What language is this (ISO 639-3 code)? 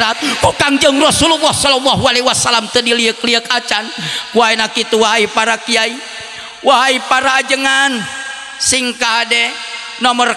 sun